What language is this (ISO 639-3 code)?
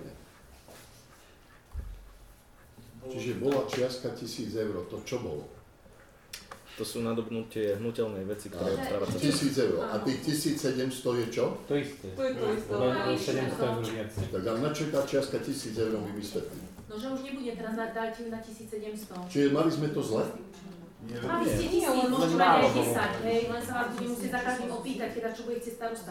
slk